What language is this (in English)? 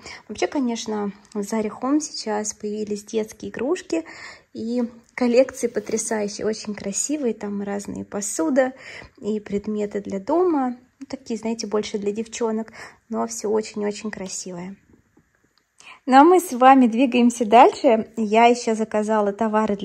Russian